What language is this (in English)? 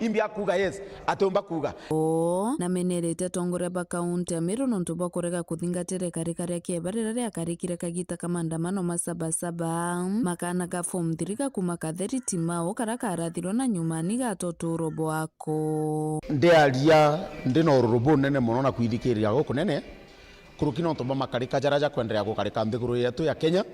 Meru